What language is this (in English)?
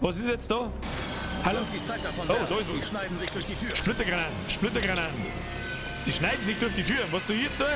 Bavarian